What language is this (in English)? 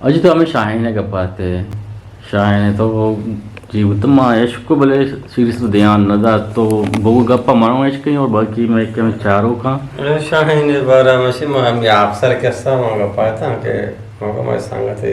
Eastern Balochi